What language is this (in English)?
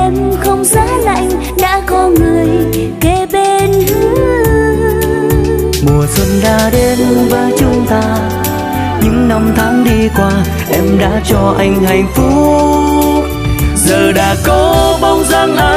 Vietnamese